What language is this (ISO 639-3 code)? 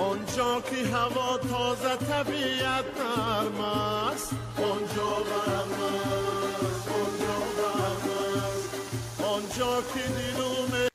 tgk